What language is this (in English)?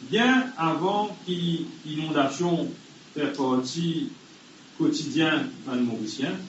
Morisyen